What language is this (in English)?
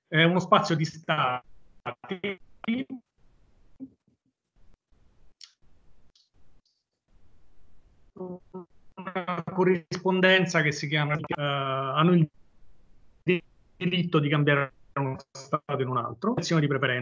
Italian